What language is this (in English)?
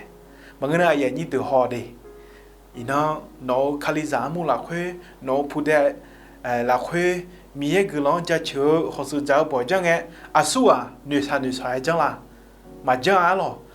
Akha